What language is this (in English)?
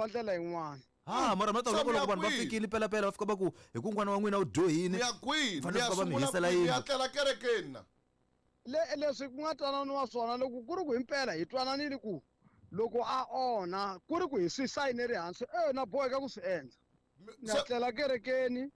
Tsonga